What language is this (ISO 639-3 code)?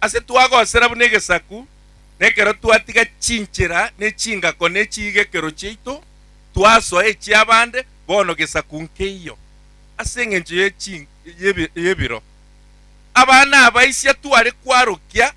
guz